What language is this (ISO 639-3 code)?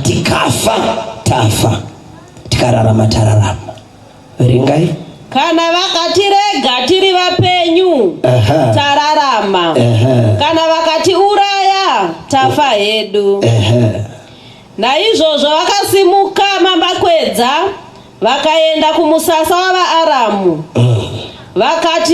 sna